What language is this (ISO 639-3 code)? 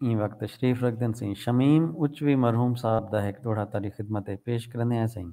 skr